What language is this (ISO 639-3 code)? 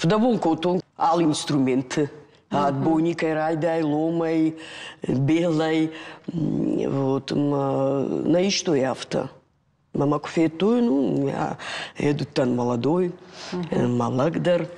oss